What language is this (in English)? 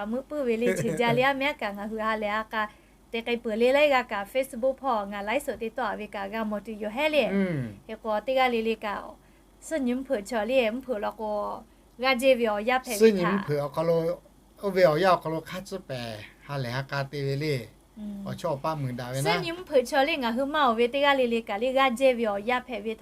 Lahu